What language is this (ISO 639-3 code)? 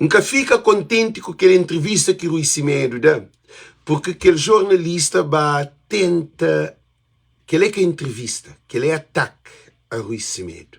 kea